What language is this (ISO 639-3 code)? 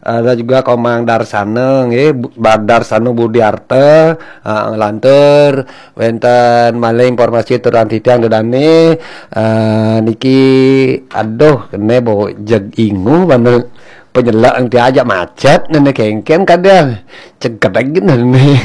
ban